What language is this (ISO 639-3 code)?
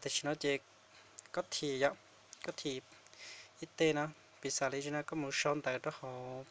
hmn